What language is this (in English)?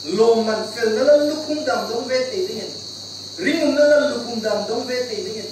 Hmar